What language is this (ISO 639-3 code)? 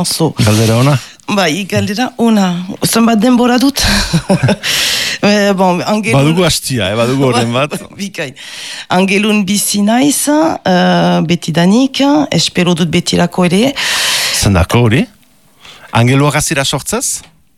eus